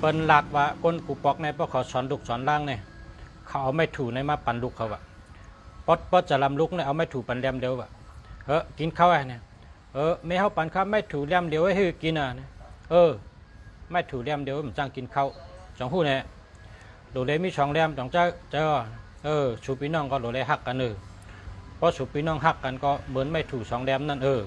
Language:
Shan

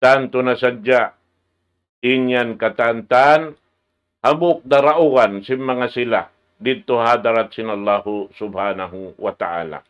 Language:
Tausug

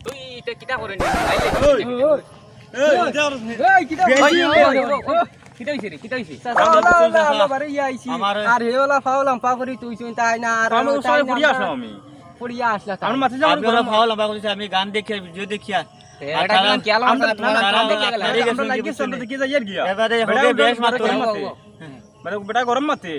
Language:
Sylheti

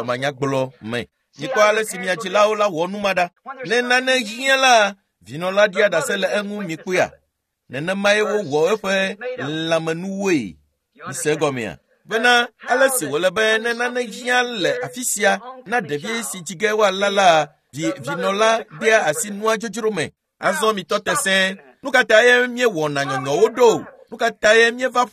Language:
Ewe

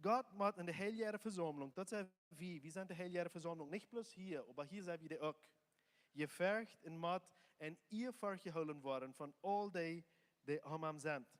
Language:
Plautdietsch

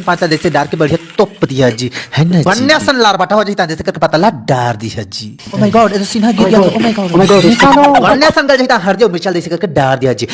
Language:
Chhattisgarhi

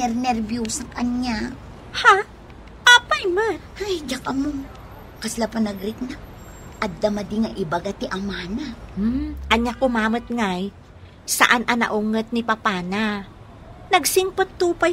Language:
Iloko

